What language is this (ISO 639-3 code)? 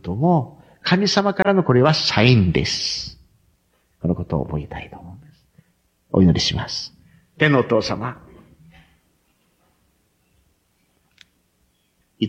jpn